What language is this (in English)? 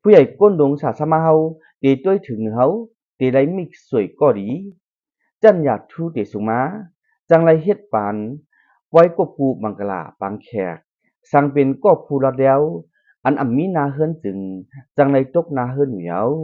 Shan